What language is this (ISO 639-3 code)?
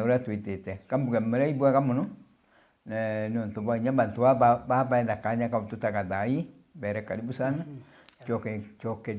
mer